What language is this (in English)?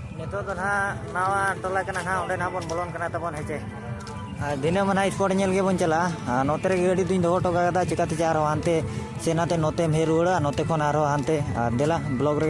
Santali